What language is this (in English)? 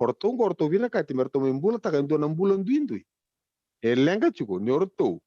Fijian